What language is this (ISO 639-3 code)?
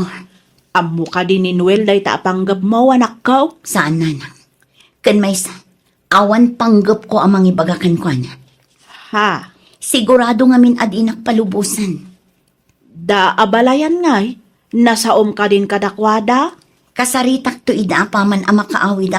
ilo